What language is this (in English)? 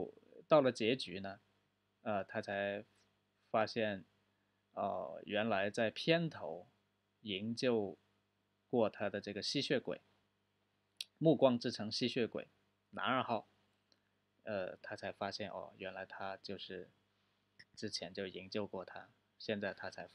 Chinese